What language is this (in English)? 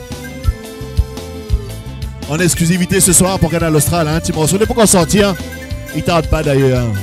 Réunion Creole French